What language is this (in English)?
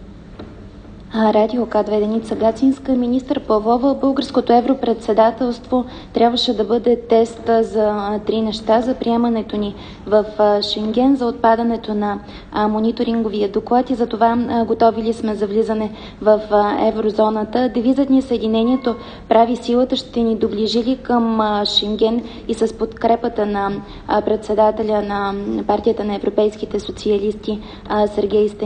Bulgarian